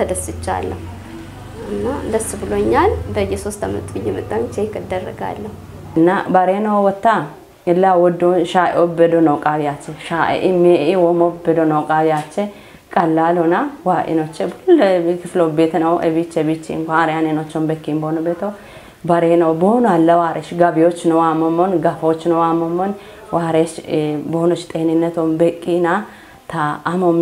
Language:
Kafa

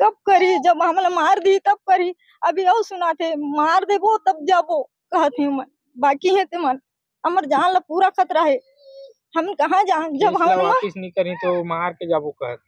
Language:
Chhattisgarhi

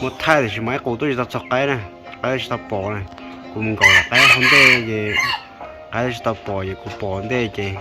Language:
Hmong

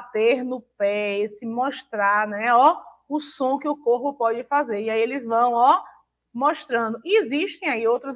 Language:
Portuguese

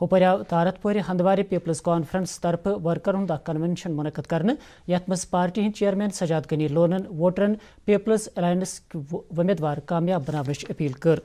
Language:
Kashmiri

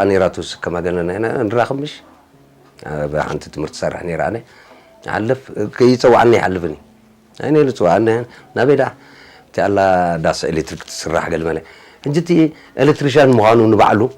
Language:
Tigrinya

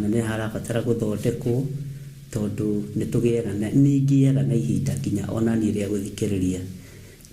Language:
Kikuyu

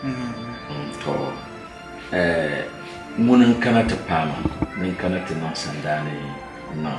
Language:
Dagbani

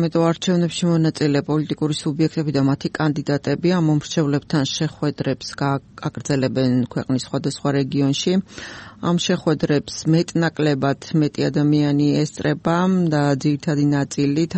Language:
Georgian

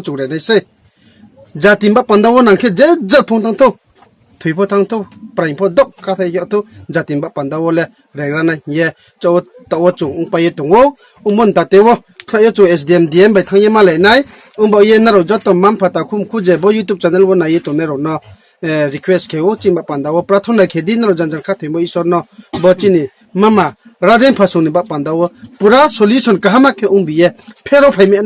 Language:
Riang (India)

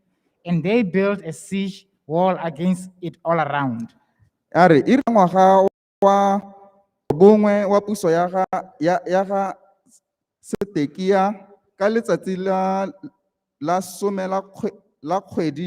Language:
Tswana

